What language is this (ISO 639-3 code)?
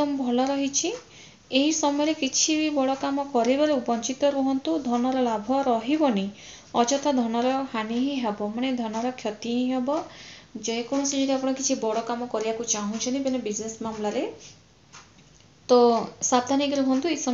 ori